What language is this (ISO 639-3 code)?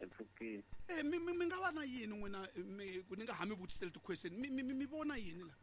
tso